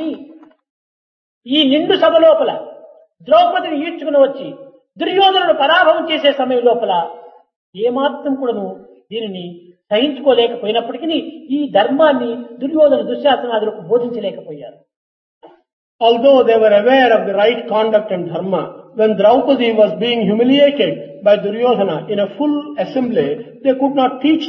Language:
Telugu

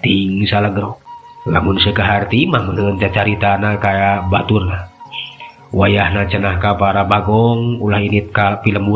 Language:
Sundanese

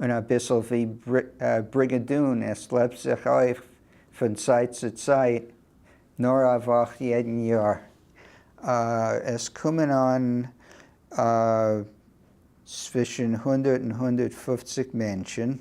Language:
Yiddish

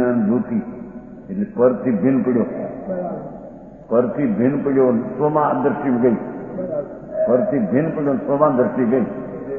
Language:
Gujarati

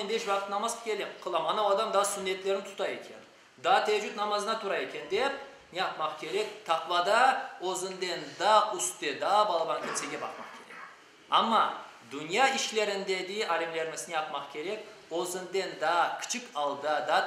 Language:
Crimean Tatar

